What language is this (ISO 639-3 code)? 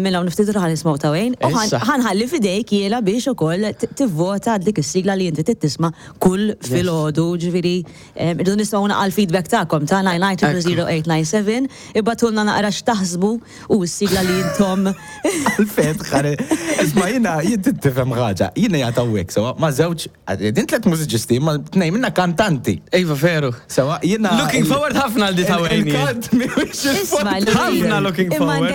mlt